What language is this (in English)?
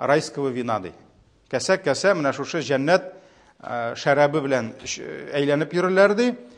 Tatar